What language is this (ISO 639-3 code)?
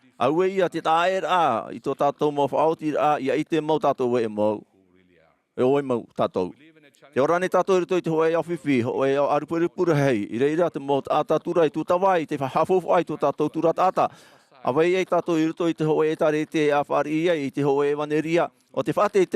tah